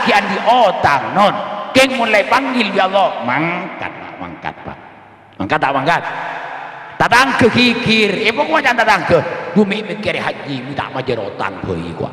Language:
Madurese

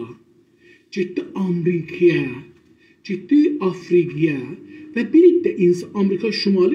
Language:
South Azerbaijani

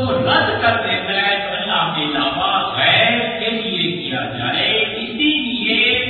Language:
Urdu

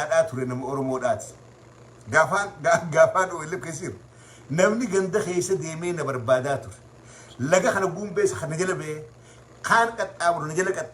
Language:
Oromo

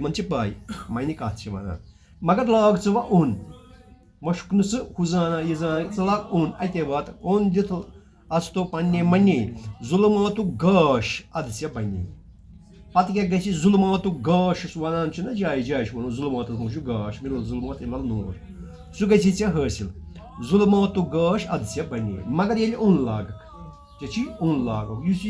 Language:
Kashmiri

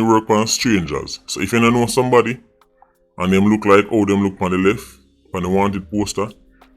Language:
Jamaican Creole English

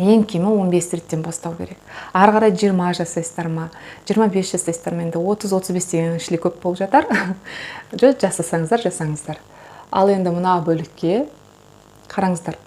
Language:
Kazakh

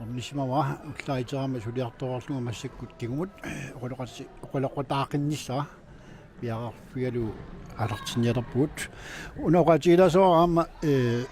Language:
Kalaallisut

